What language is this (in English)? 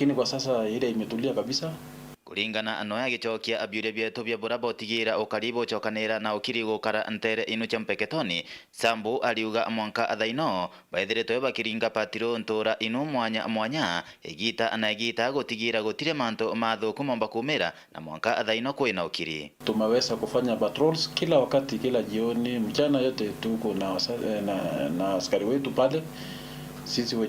Meru